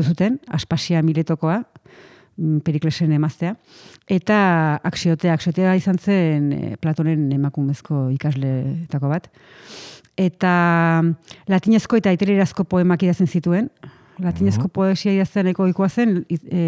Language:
Basque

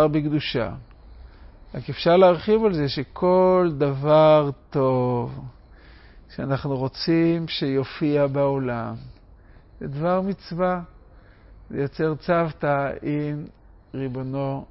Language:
Hebrew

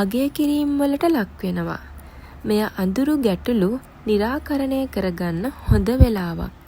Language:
Sinhala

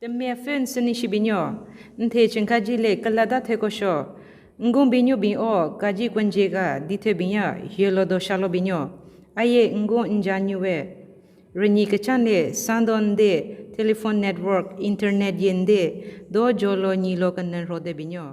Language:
Southern Rengma Naga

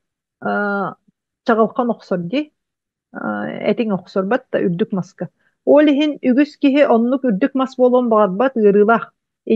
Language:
Yakut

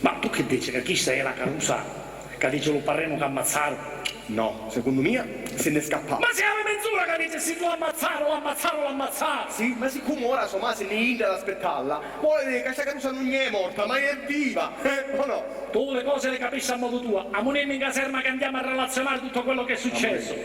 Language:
Sicilian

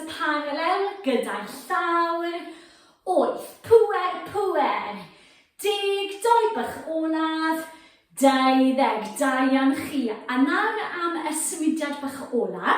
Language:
Welsh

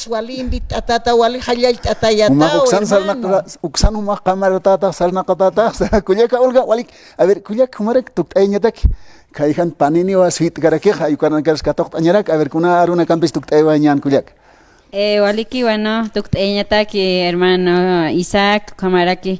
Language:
Aymara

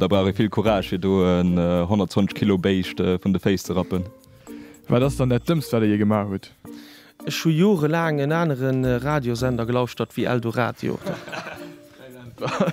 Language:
Luxembourgish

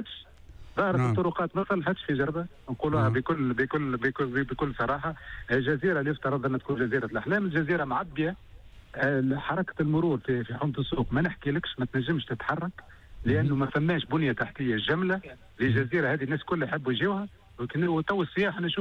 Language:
Tunisian Arabic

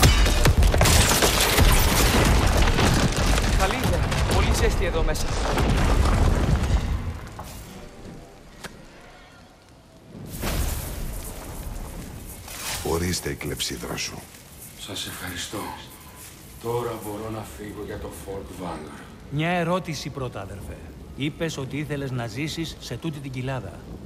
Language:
Greek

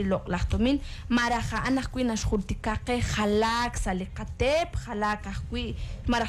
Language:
Kekchí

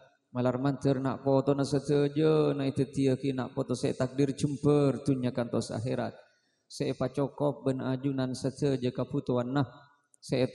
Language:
Madurese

